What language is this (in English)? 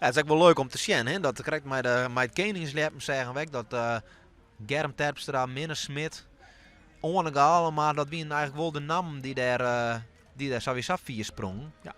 Western Frisian